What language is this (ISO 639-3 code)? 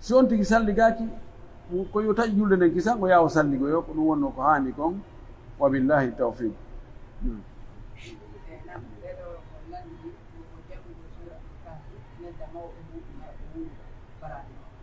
fuf